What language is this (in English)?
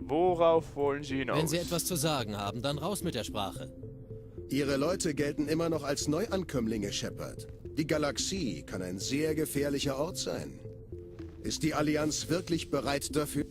Swiss German